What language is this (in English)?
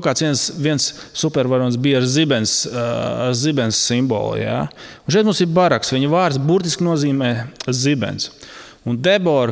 Latvian